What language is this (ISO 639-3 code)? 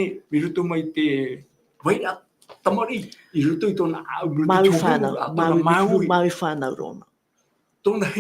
tah